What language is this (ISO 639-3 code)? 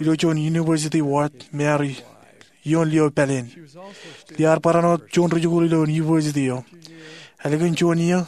mah